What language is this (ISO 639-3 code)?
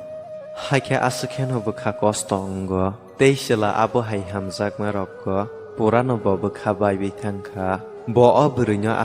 trp